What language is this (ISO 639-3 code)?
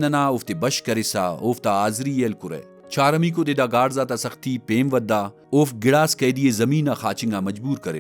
brh